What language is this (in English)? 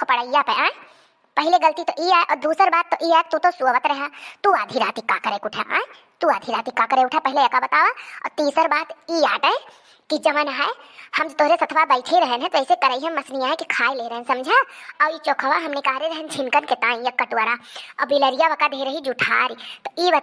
Awadhi